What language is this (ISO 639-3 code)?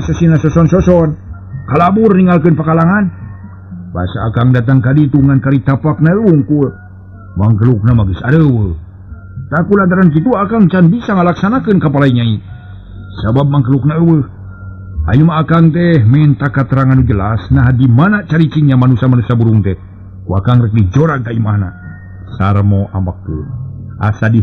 sun